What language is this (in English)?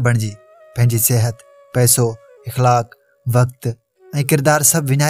Sindhi